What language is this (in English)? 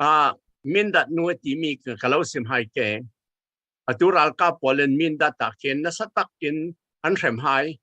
Falam Chin